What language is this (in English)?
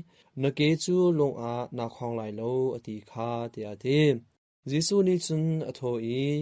Hakha Chin